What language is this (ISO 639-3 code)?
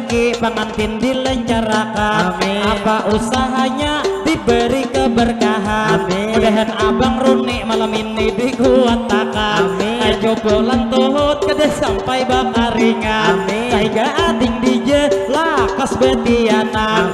bjn